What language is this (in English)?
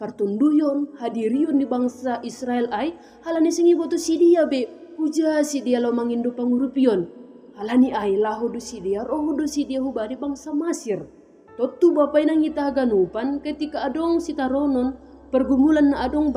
Batak Simalungun